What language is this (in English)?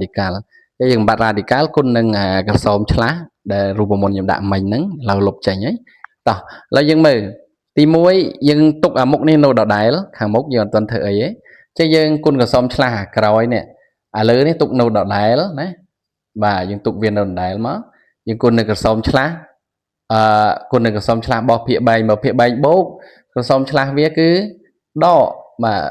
Khmer